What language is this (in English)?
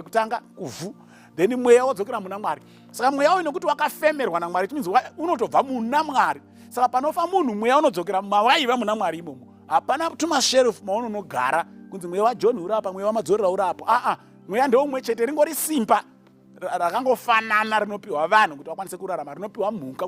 Shona